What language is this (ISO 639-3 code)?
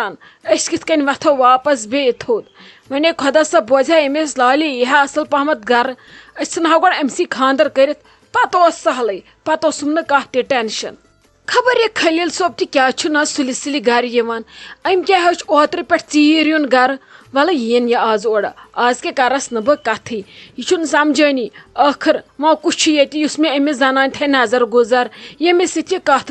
kas